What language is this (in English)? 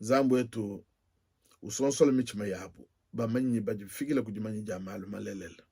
Luba-Lulua